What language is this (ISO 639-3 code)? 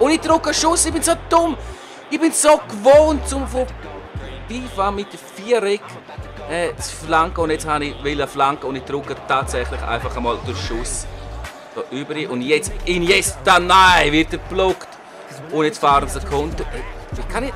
gsw